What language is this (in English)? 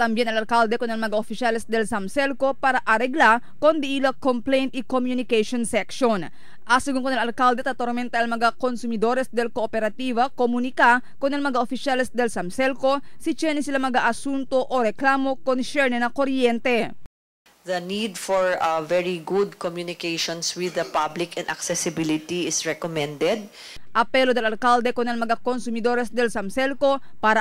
Chavacano